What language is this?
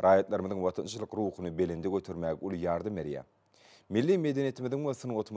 Turkmen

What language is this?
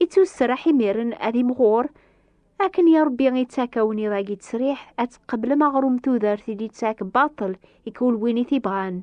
Kabyle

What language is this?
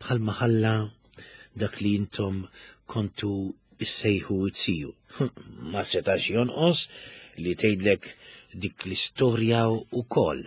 Maltese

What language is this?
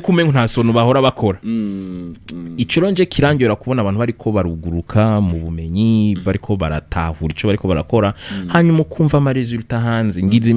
Rundi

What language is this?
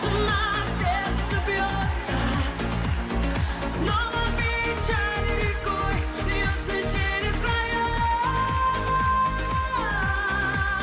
Russian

